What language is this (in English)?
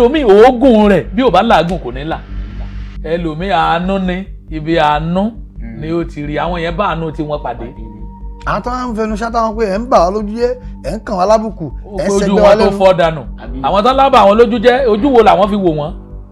Yoruba